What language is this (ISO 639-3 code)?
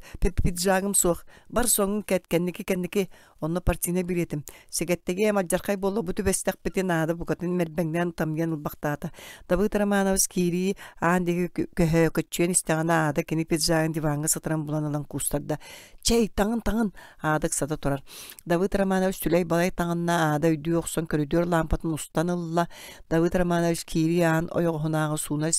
sah